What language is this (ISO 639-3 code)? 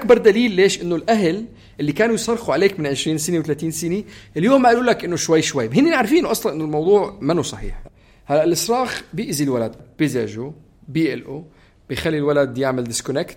apc